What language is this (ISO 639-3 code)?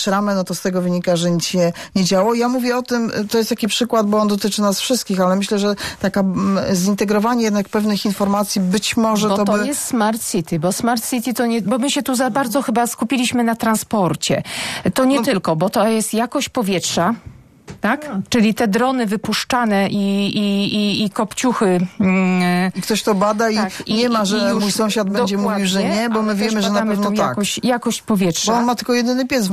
pol